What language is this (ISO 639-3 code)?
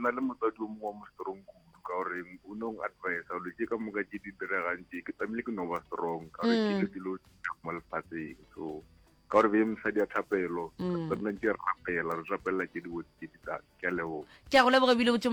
nso